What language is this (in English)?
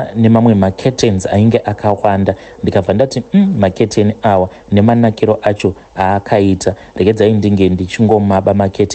Shona